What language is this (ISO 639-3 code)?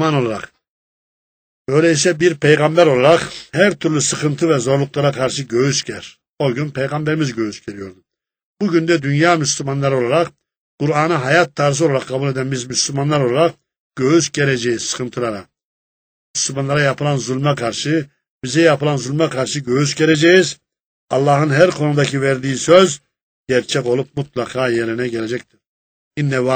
tur